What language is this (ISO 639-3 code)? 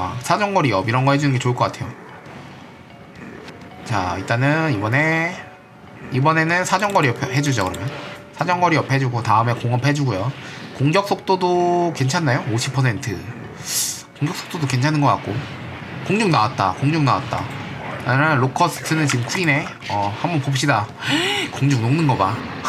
kor